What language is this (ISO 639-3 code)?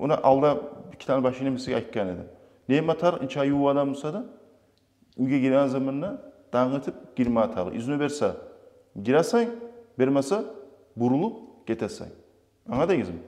kum